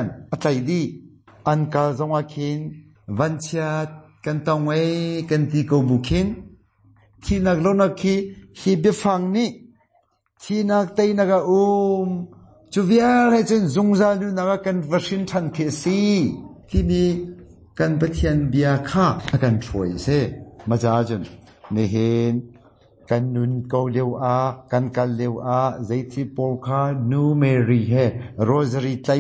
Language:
Hakha Chin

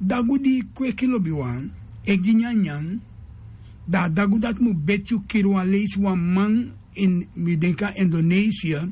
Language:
Sranan Tongo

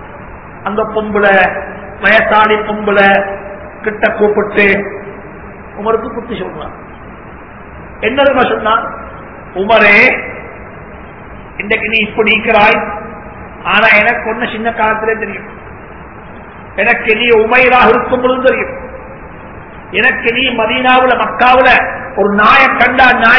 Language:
Tamil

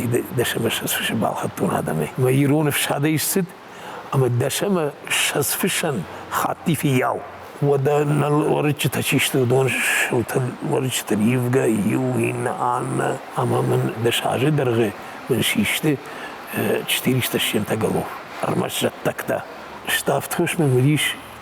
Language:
Ossetic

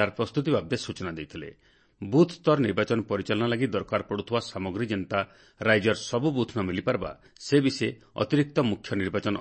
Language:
Odia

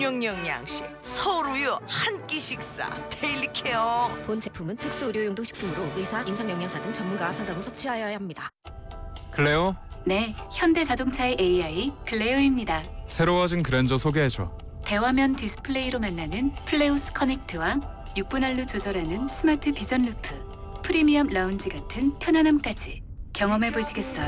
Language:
Korean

